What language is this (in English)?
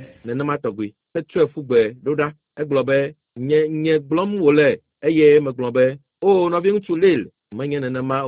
Ewe